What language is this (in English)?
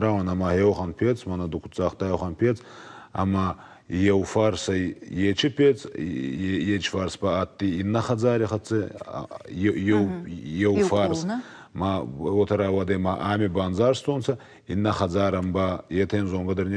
Ossetic